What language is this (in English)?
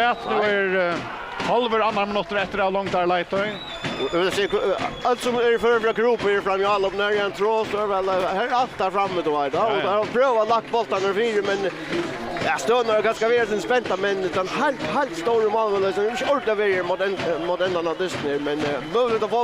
Faroese